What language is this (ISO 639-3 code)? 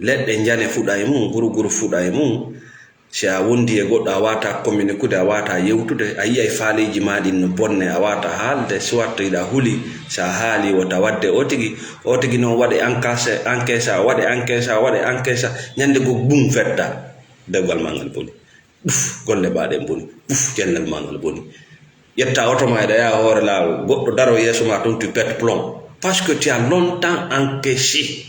ful